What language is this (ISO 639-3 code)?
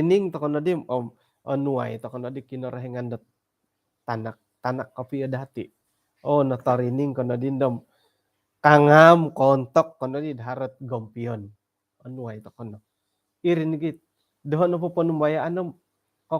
dtp